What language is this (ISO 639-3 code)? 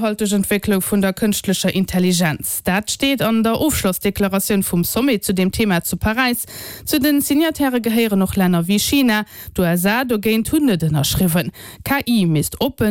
ltz